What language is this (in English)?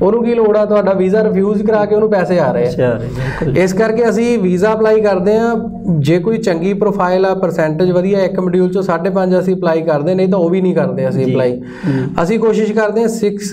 Punjabi